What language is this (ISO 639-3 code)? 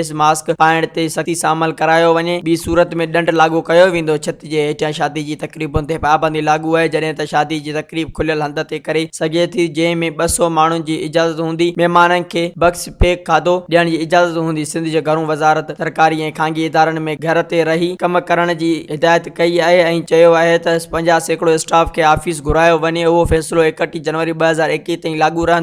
snd